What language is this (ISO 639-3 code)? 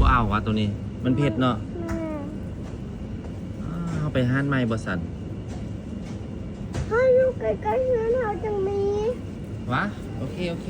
lao